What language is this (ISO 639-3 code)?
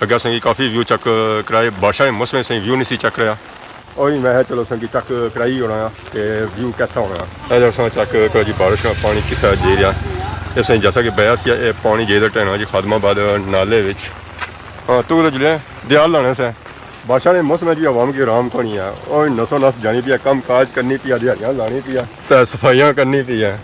phr